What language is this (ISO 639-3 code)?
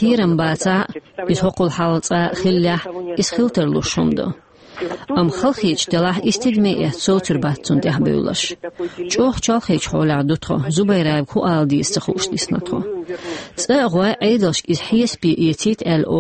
che